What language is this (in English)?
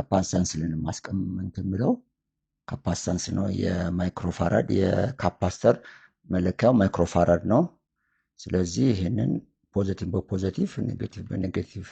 Amharic